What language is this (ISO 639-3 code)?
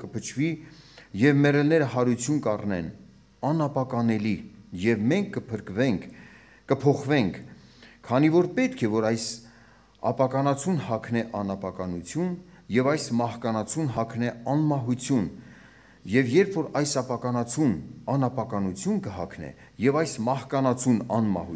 hye